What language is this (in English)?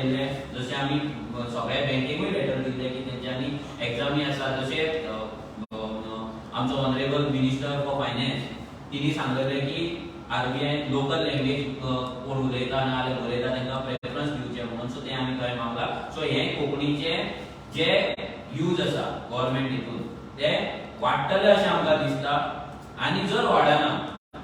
Konkani